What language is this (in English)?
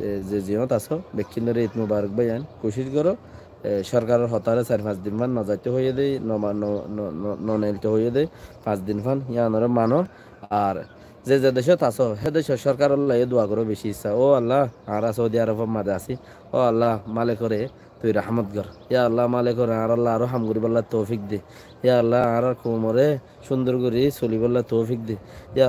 Rohingya